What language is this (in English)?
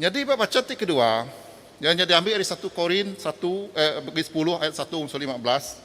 Iban